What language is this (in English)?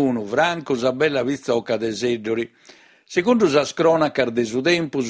Sardinian